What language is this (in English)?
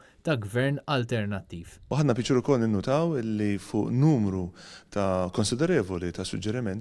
Maltese